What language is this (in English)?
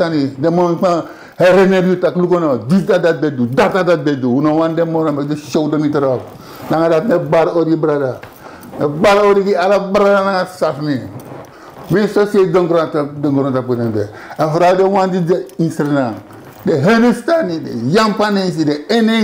Sranan Tongo